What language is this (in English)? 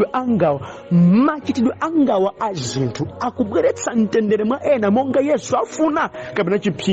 Nyanja